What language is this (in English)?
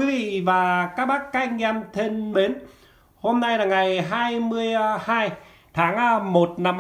Vietnamese